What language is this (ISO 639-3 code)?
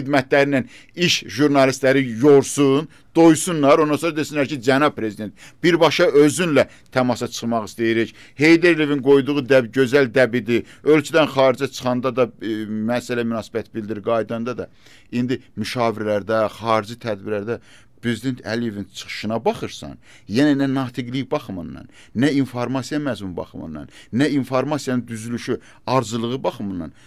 aze